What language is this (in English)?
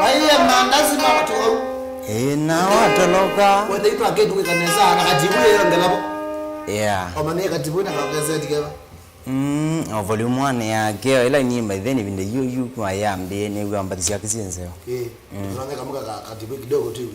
Kamba